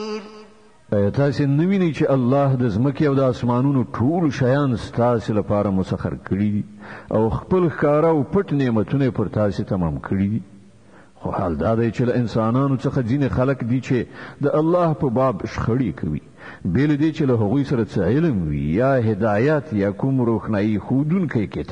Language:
Pashto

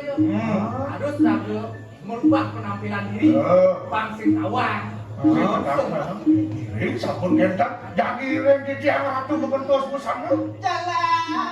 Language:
Balinese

